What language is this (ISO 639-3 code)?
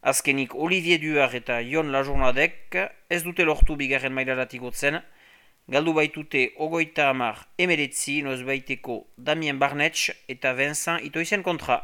eus